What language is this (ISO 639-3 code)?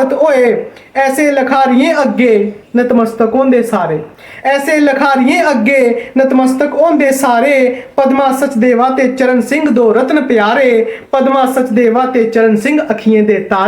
doi